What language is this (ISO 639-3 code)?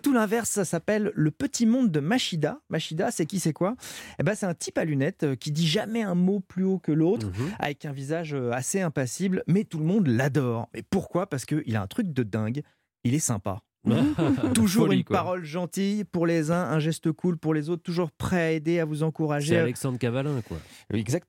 fra